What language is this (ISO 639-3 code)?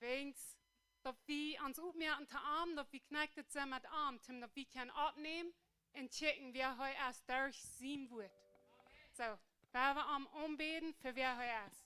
pdt